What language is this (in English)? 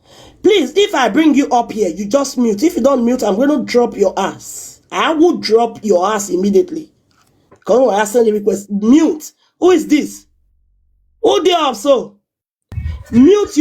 Nigerian Pidgin